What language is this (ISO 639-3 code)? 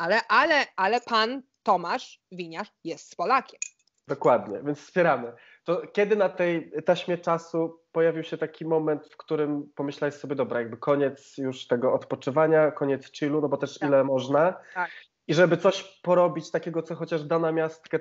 pol